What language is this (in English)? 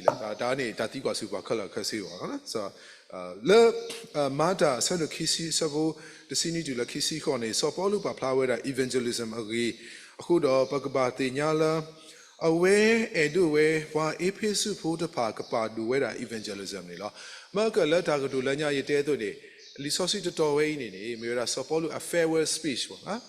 S'gaw Karen